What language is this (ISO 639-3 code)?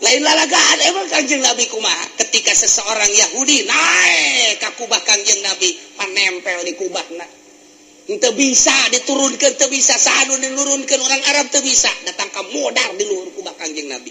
sun